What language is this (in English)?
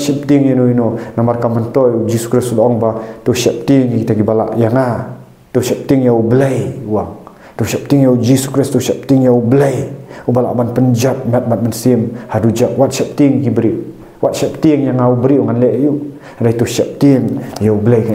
Khasi